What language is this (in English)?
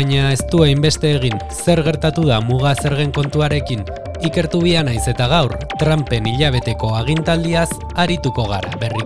Basque